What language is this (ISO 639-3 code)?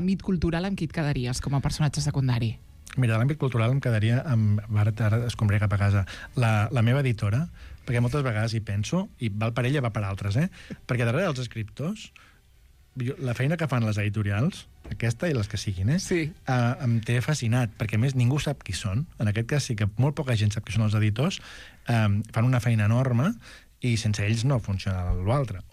cat